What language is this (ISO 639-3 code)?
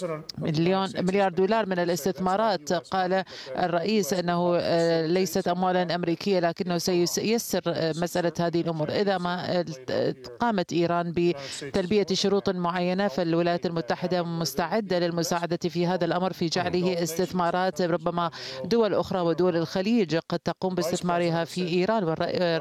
ara